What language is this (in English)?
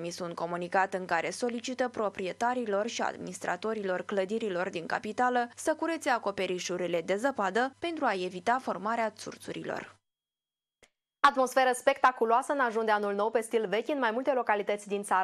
Romanian